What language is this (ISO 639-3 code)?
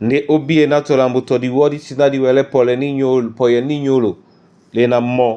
dua